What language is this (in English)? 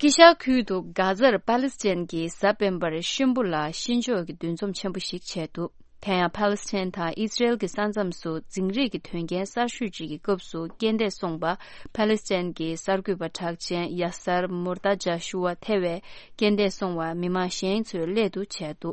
Tibetan